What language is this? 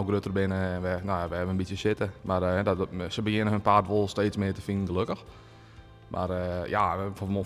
Western Frisian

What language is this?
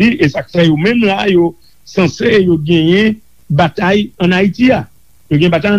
Haitian Creole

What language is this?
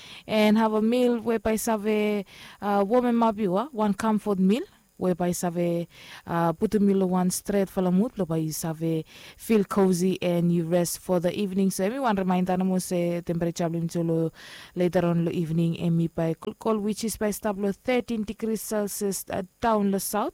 Bislama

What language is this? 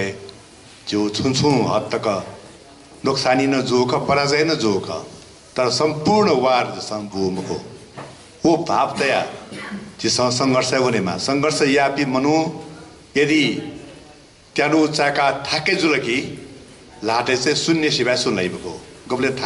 Newari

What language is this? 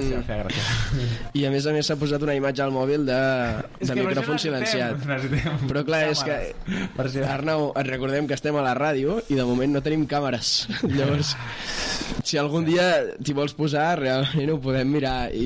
Catalan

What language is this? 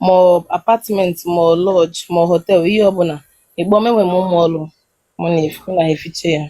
Igbo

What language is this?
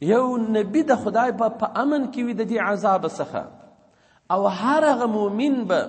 Pashto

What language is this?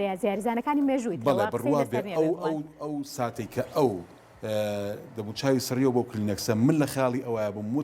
Central Kurdish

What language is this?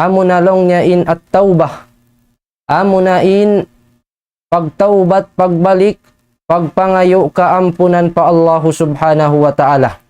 Tausug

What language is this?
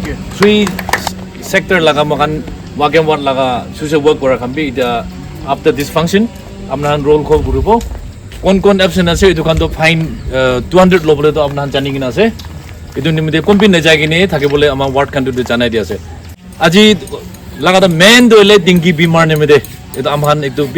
Naga Pidgin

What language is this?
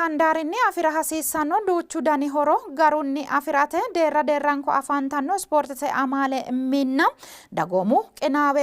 Sidamo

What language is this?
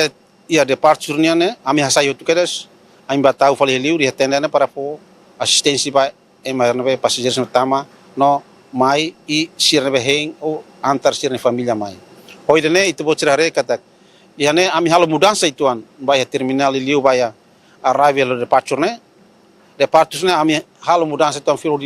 Tetum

